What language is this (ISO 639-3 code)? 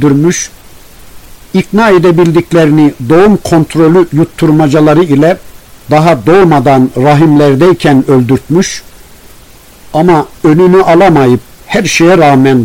tur